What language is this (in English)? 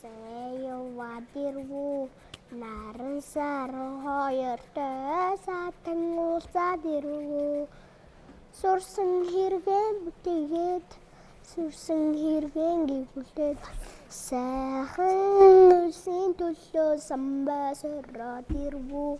Mongolian